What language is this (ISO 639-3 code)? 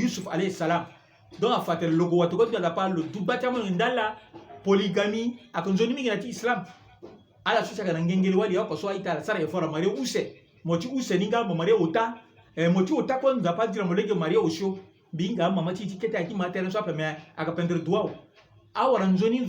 sag